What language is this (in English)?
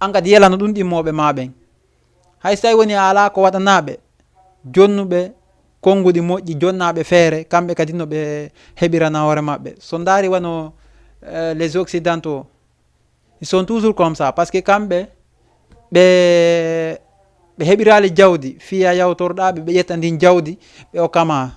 Fula